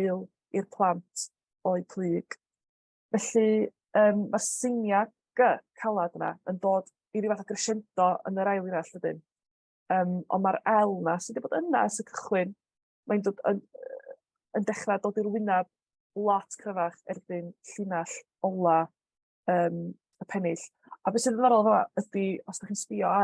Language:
Welsh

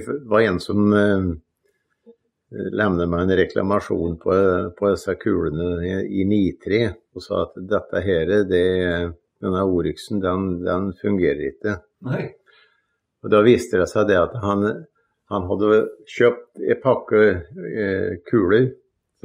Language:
Norwegian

